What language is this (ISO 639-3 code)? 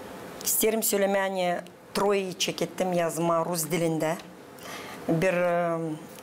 gag